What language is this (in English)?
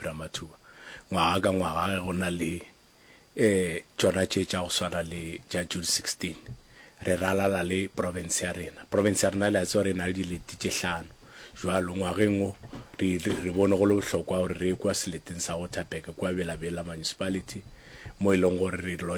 Northern Sotho